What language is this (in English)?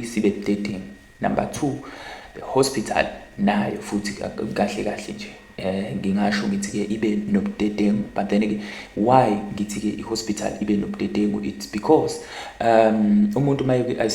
Zulu